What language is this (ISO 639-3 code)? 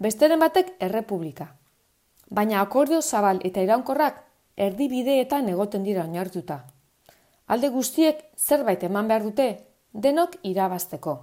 eus